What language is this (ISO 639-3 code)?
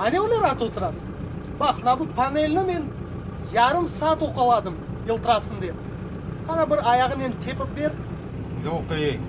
crh